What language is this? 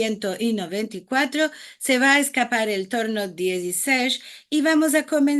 Ladino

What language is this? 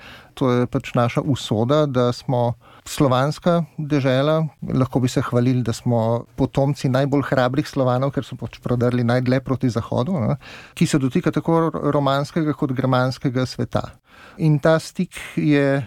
Slovenian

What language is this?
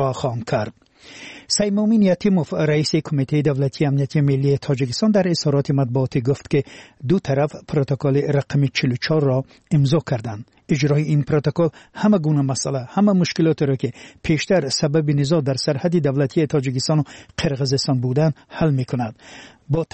Tajik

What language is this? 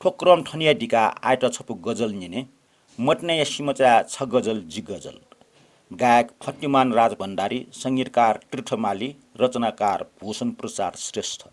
Newari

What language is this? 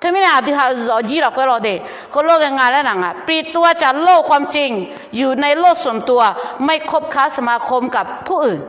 Akha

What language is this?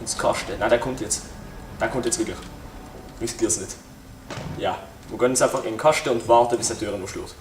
Swiss German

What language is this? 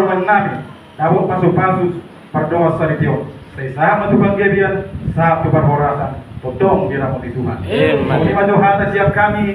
Batak Toba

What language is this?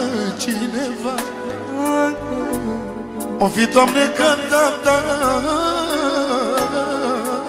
Romanian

